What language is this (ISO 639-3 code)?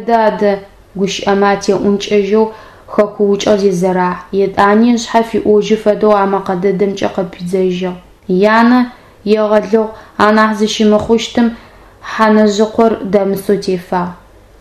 ady